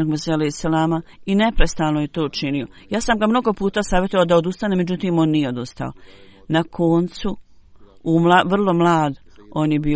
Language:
Bosnian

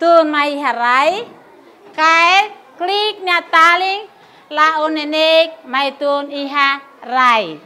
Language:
Tetum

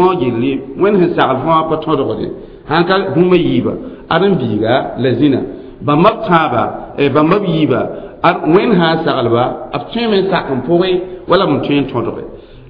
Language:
Mossi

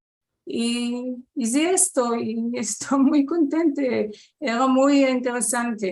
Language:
Ladino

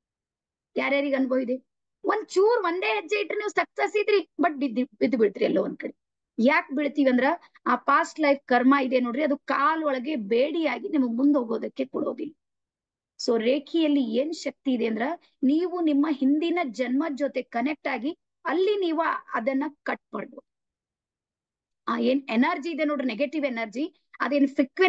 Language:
Kannada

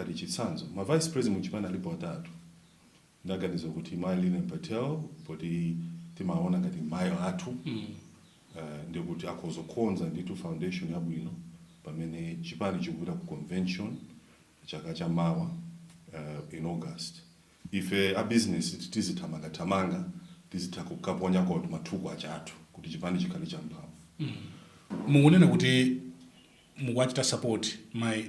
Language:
Nyanja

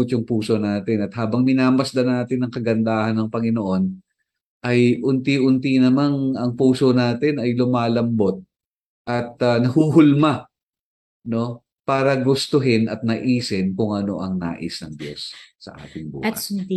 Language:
Filipino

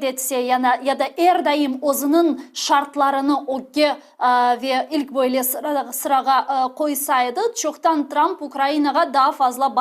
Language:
Crimean Tatar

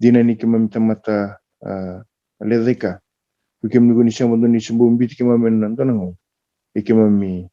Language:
Fijian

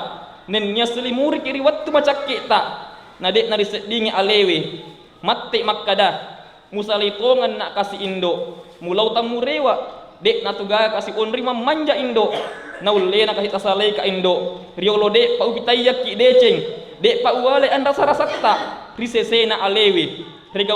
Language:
Buginese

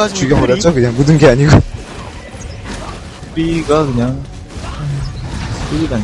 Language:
Korean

